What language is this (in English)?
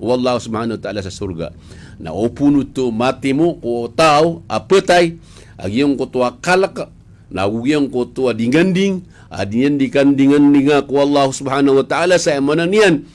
Maranao